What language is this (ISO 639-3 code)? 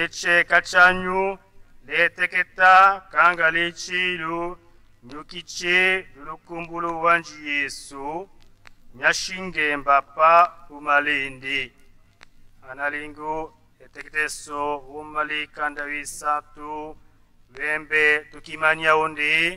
tll